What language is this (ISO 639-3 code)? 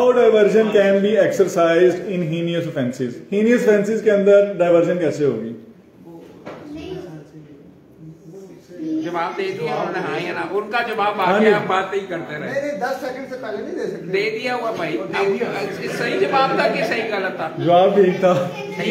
hin